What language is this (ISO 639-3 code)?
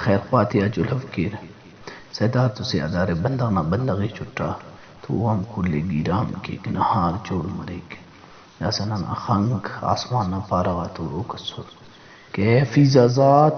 brh